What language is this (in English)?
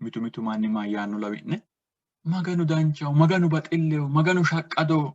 Sidamo